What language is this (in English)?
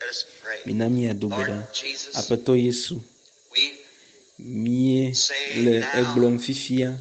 Ewe